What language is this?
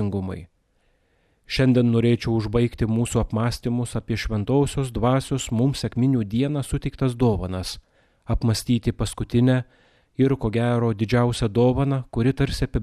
Lithuanian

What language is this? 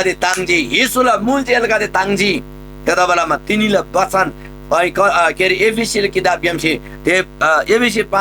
Eastern Tamang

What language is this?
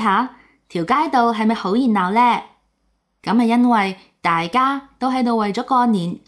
Cantonese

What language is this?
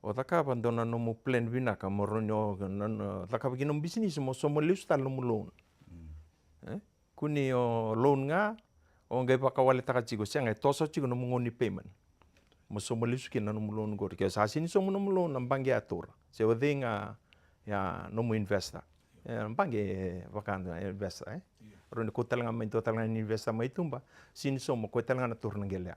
Fijian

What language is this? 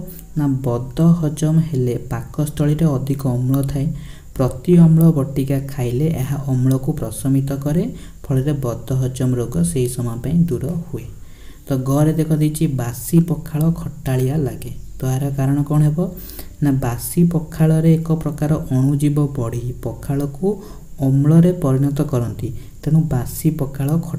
Odia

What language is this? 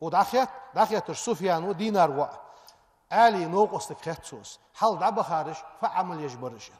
Ingush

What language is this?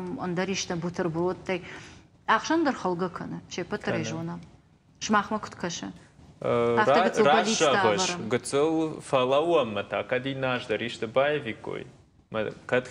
Ossetic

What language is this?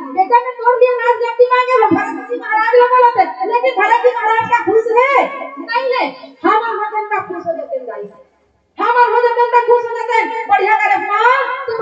Chhattisgarhi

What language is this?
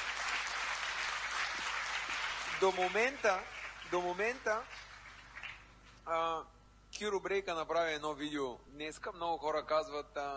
Bulgarian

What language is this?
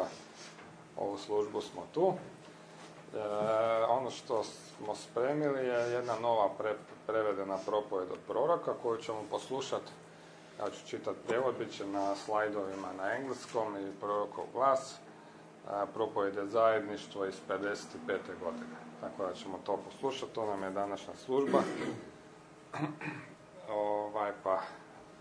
Croatian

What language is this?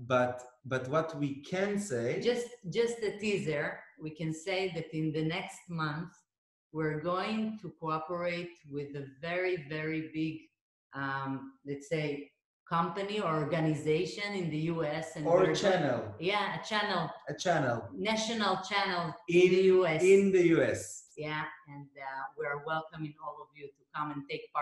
English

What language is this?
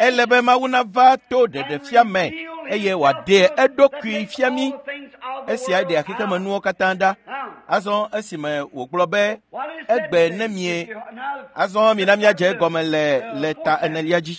Ewe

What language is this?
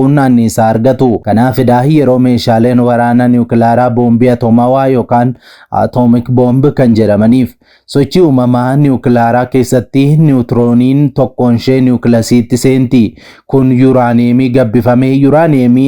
Oromo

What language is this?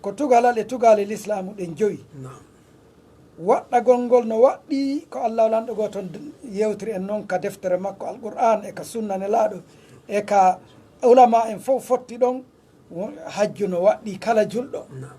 Fula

